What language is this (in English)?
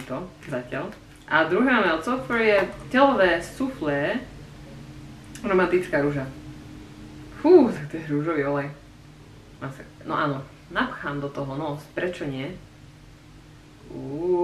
Slovak